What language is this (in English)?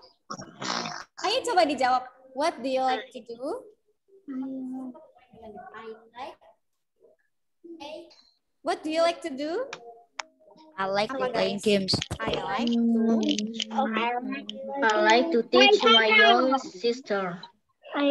Indonesian